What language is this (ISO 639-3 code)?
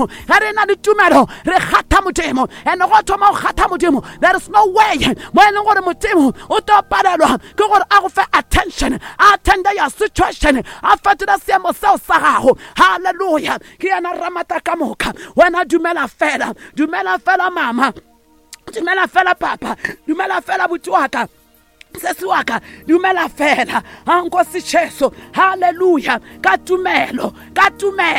nso